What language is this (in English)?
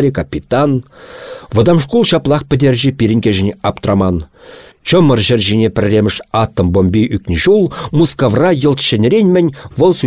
Chuvash